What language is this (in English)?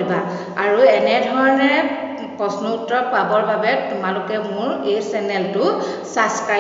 Assamese